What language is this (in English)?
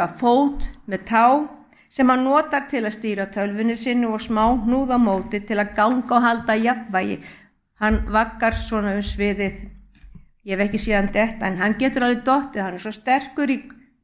Icelandic